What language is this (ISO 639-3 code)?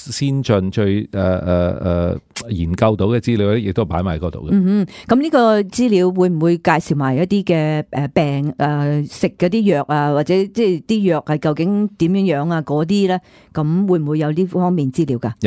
yue